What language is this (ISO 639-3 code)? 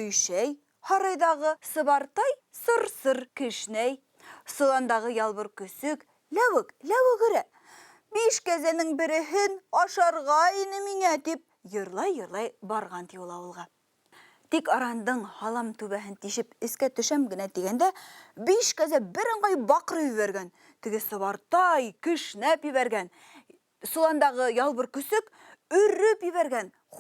bak